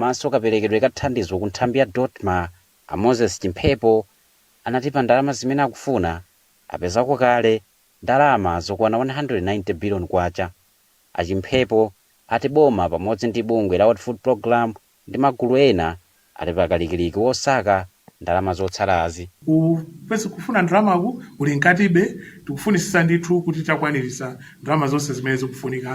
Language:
Nyanja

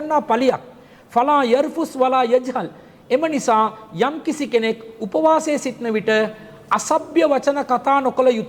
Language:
Sinhala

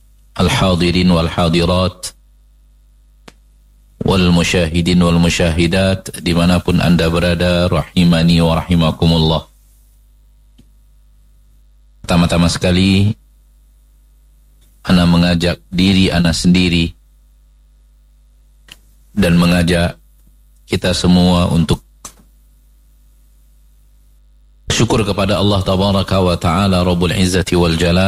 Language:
Indonesian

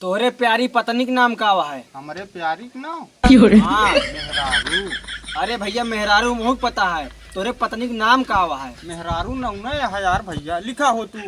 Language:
Awadhi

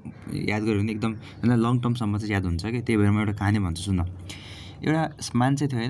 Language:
Nepali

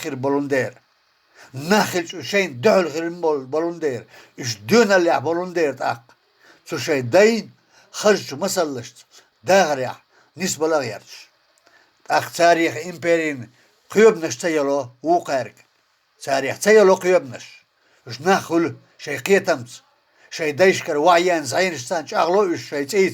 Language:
Chechen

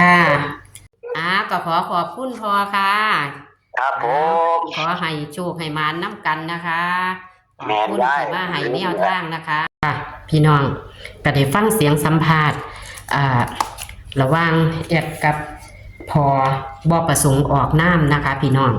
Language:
Northeastern Thai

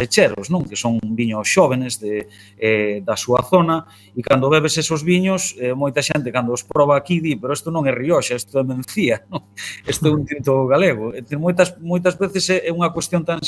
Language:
Galician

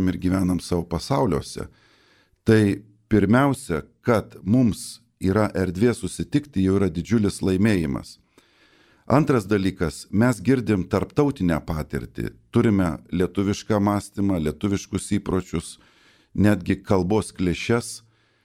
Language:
Lithuanian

